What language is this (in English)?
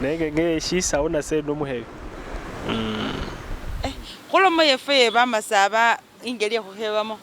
Masaaba